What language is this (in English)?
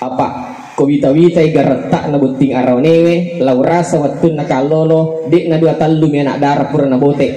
Buginese